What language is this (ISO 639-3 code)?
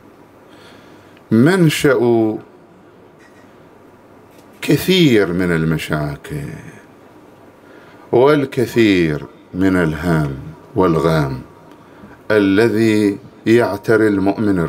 ara